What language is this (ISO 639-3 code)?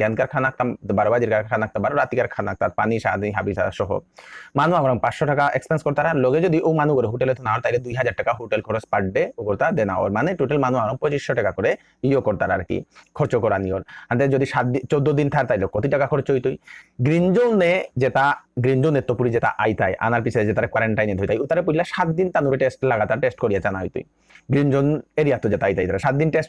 bpy